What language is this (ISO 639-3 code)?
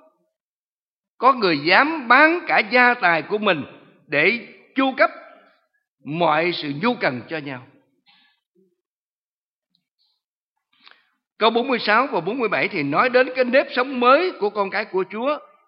vie